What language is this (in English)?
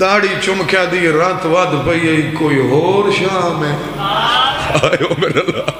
Saraiki